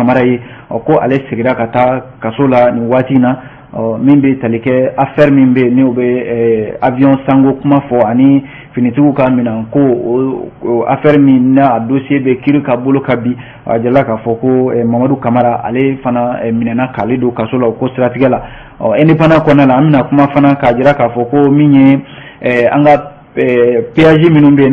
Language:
Bambara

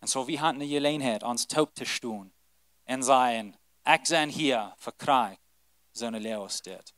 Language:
Plautdietsch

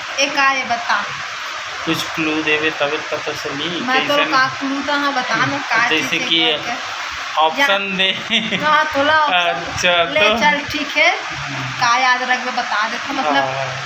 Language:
Chhattisgarhi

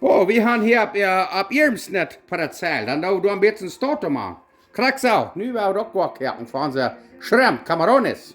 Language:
Plautdietsch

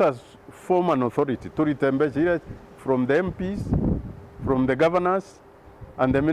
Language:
Meru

